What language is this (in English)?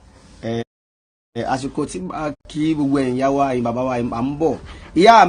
Yoruba